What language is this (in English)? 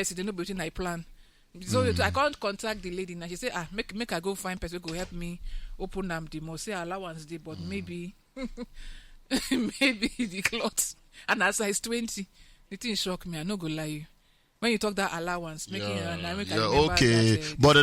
Nigerian Pidgin